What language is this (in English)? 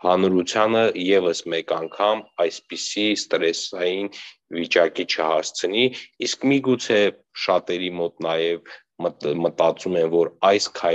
Armenian